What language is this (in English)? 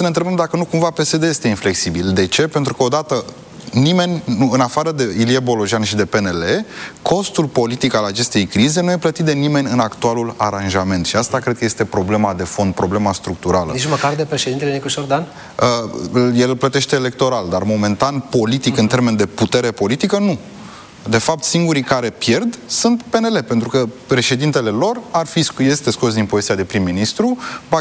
Romanian